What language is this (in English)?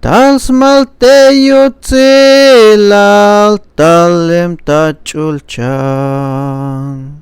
Tzeltal